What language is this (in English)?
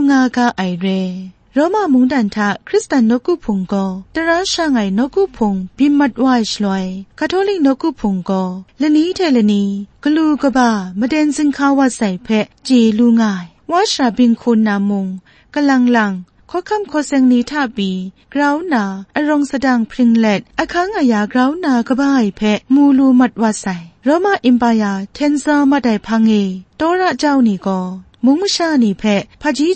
Kachin